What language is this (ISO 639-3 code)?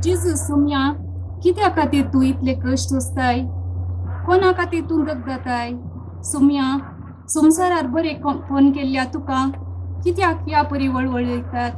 kok